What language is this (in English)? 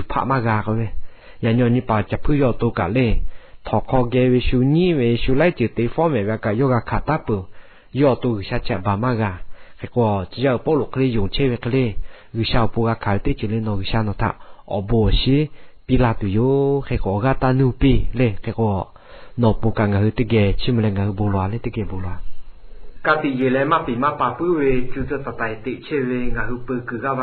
Lahu